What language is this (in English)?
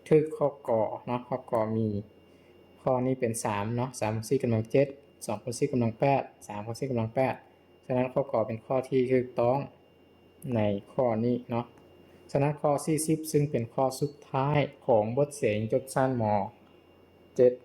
Lao